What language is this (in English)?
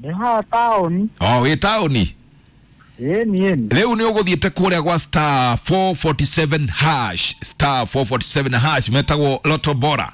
Kikuyu